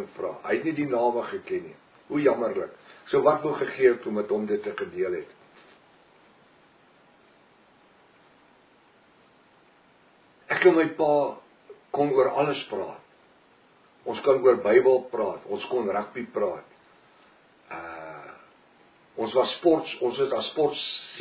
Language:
Afrikaans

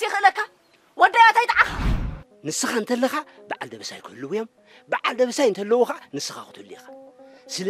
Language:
Tigrinya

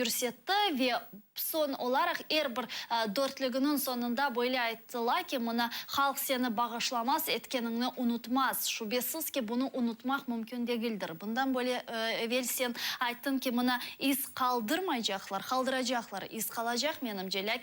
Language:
Crimean Tatar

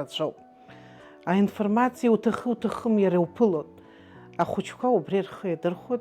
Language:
Abkhazian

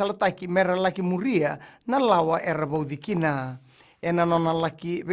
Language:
Fijian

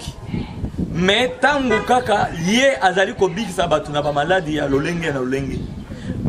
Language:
Lingala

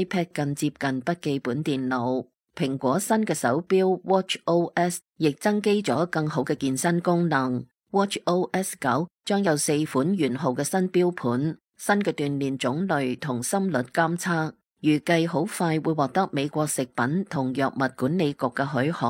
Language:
Cantonese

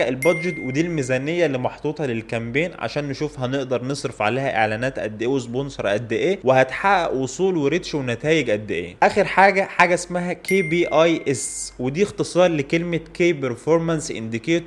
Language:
Egyptian Arabic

